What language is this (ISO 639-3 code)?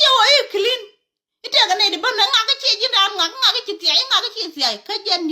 nus